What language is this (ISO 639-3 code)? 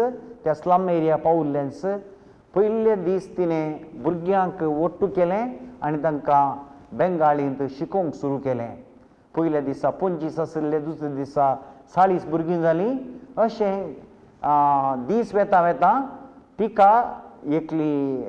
kok